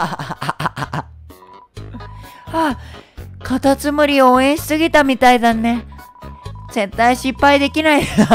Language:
Japanese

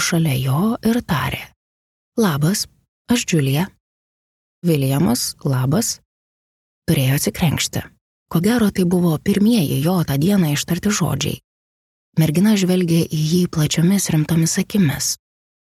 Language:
Lithuanian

